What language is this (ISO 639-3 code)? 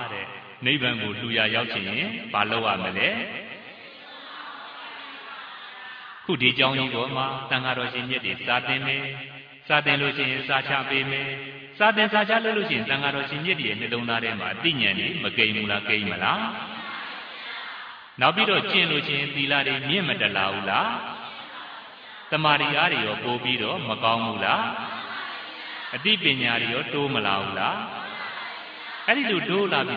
mya